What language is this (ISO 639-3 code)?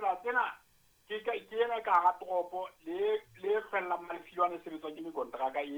sot